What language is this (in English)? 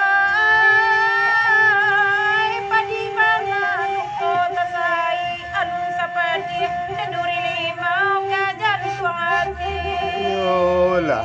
Minangkabau